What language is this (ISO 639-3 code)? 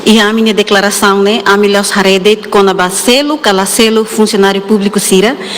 tet